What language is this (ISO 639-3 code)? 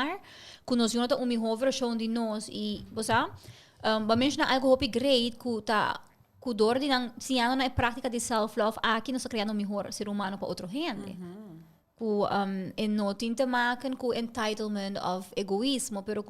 pap